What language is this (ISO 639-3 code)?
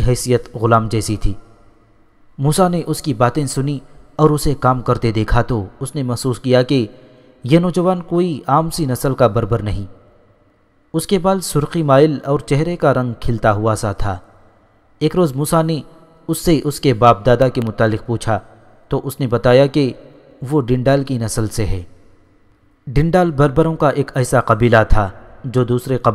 urd